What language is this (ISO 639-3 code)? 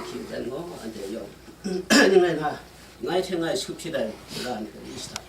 kac